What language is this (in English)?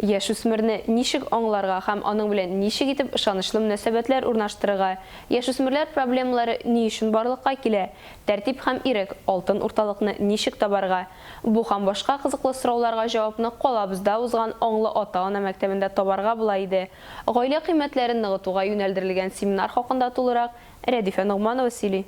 Tatar